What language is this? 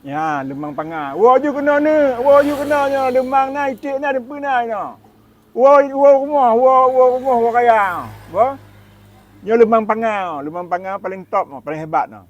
Achinese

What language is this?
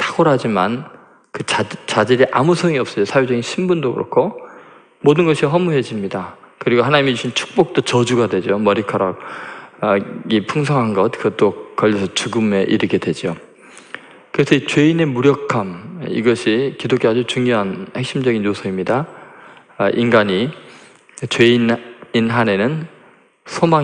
Korean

